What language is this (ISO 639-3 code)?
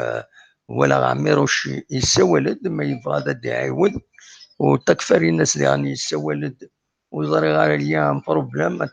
kab